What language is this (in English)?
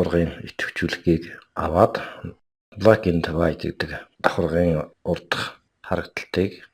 Mongolian